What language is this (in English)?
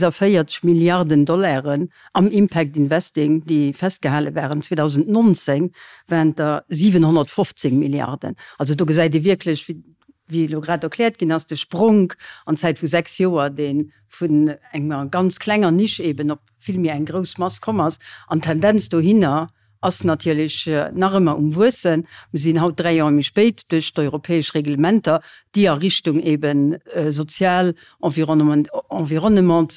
Luxembourgish